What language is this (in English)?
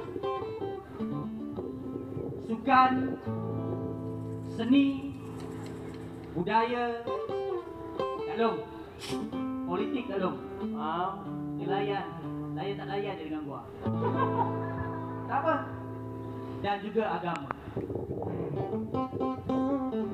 Malay